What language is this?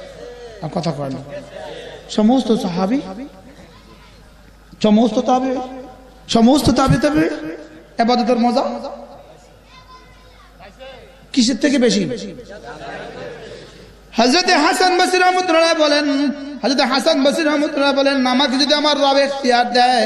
Bangla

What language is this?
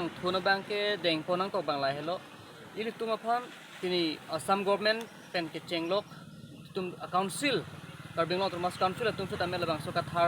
Karbi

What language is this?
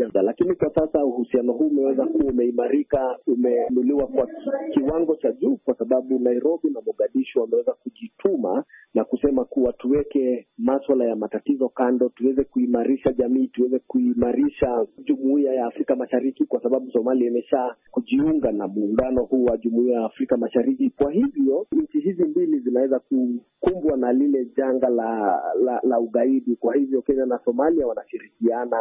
Swahili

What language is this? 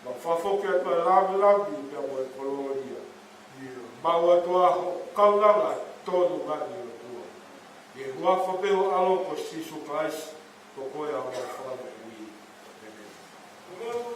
Tongan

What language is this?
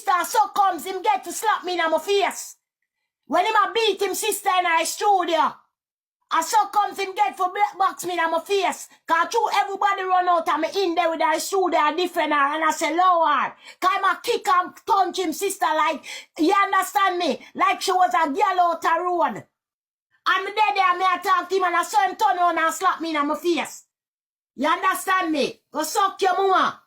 Jamaican Creole English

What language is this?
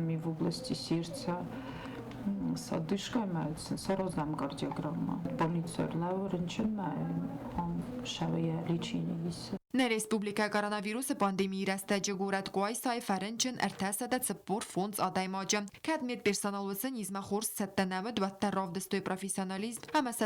Ossetic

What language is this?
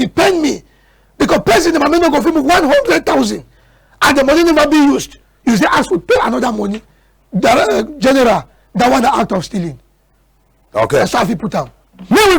Cameroon Pidgin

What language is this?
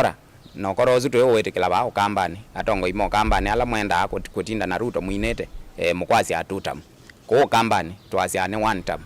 Kamba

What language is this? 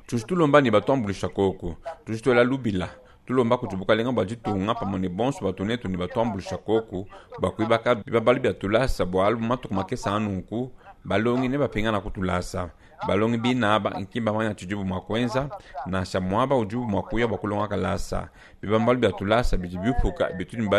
Luba-Lulua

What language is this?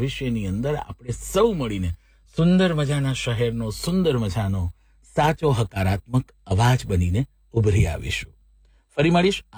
Gujarati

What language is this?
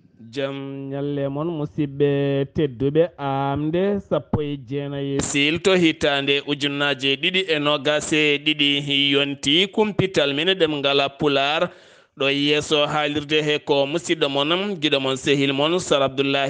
Fula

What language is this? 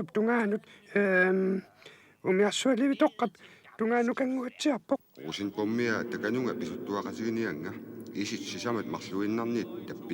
Kalaallisut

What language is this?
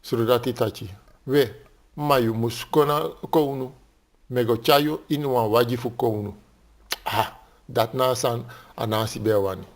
Sranan Tongo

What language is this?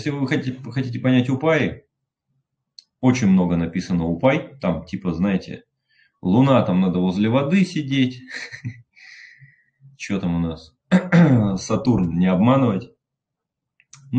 Russian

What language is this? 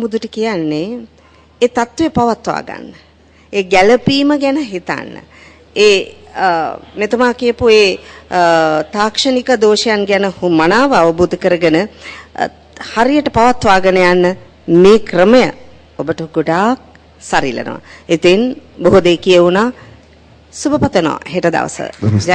Sinhala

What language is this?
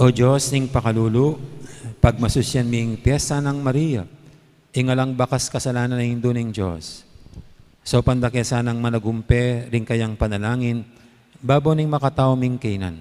Pampanga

